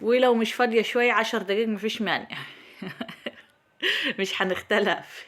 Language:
Egyptian Arabic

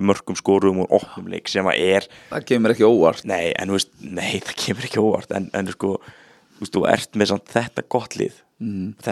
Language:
Icelandic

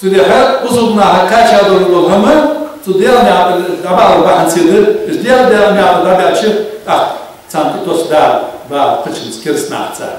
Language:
Ingush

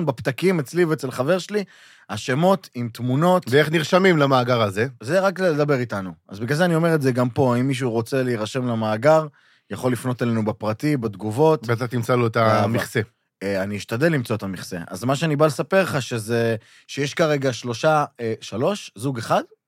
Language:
Hebrew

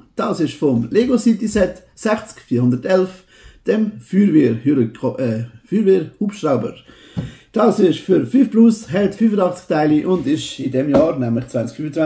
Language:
Swiss German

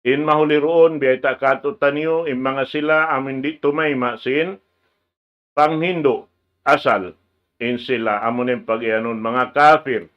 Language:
Tausug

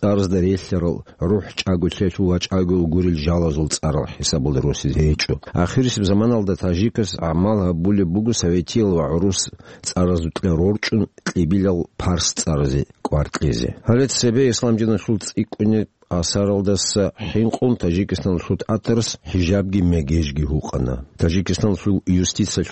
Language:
Avaric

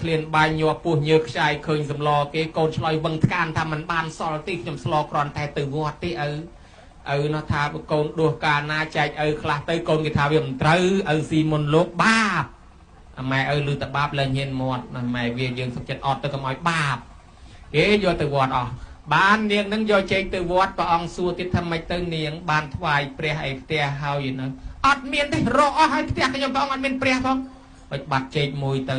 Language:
Khmer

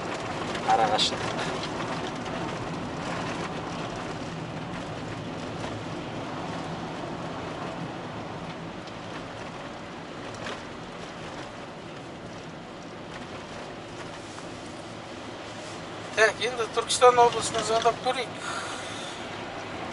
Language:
Kazakh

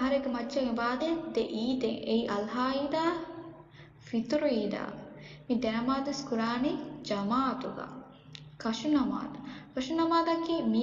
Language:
Divehi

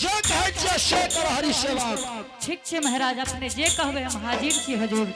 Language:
Angika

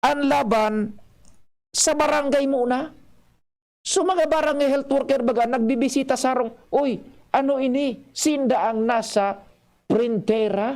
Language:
Bikol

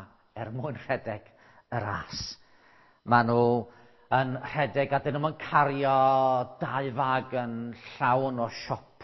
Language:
Welsh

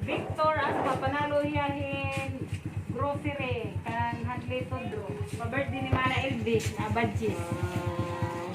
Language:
Waray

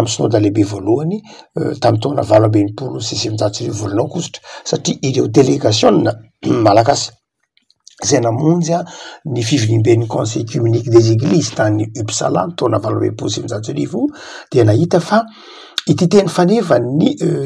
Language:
Malagasy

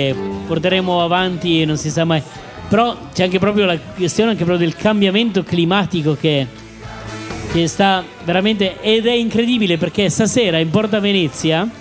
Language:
Italian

